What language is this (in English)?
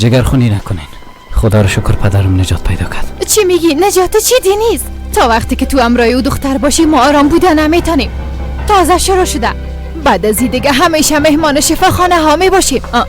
Persian